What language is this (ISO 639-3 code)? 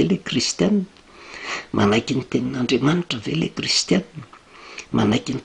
mlg